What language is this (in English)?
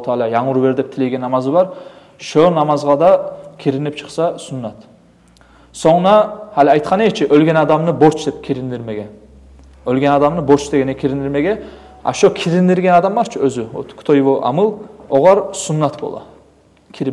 Kumyk